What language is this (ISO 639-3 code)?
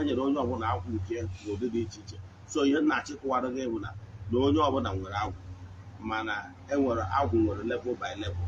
ibo